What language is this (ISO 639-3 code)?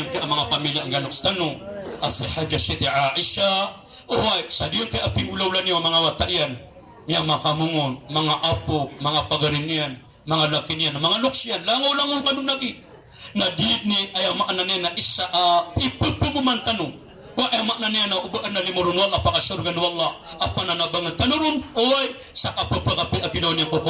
mrw